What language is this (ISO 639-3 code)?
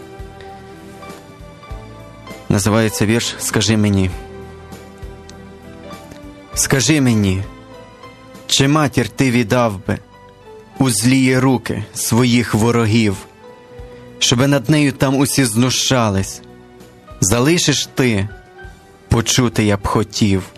ukr